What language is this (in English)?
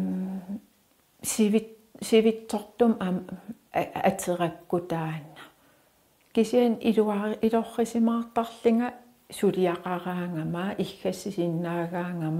Kalaallisut